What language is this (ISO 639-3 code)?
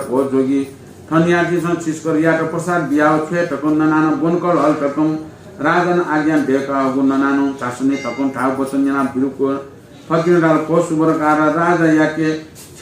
new